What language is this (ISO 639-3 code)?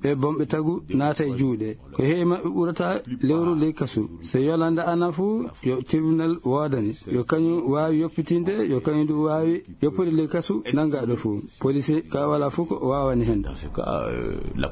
ful